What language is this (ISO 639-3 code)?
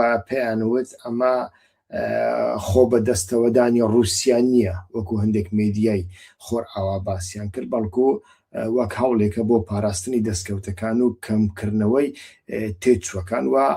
ckb